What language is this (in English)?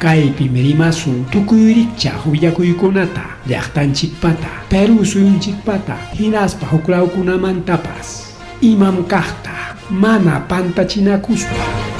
Ayacucho Quechua